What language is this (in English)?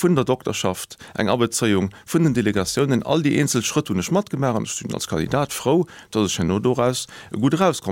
Luxembourgish